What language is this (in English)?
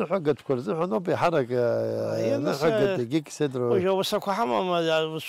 Abkhazian